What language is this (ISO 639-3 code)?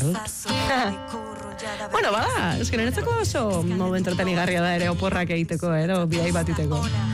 eus